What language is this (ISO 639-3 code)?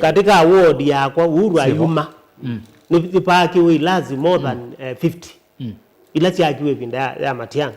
kam